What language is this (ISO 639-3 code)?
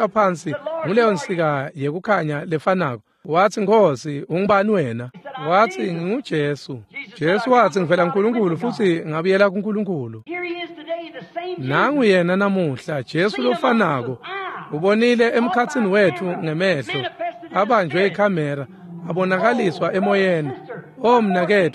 ssw